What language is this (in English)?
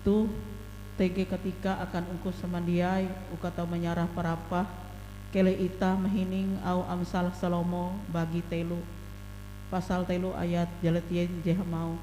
Ngaju